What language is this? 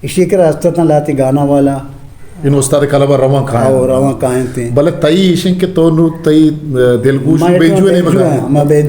Eastern Balochi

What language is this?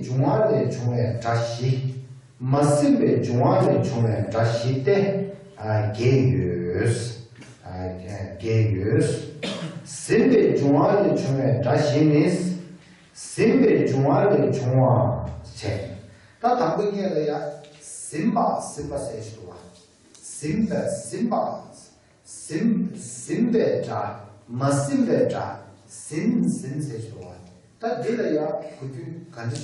Tibetan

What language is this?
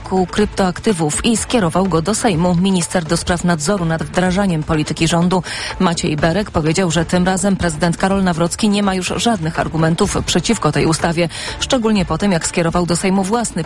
Polish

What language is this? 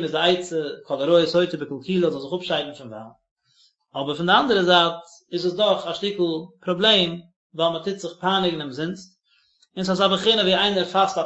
Yiddish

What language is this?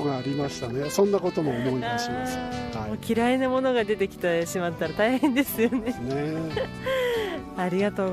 Japanese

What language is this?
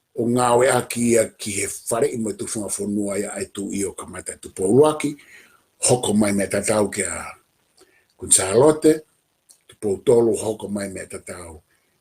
Tongan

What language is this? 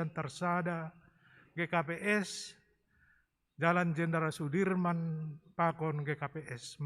Batak Simalungun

